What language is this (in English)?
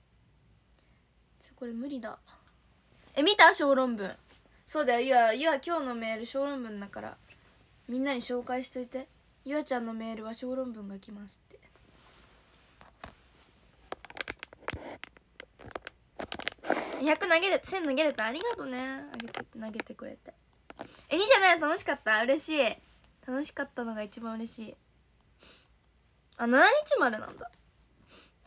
Japanese